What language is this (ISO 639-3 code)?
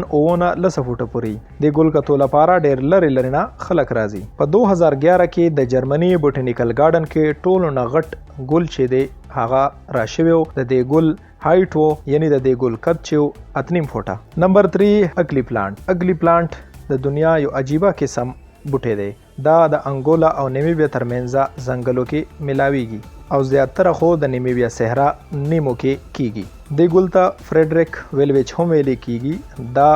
pus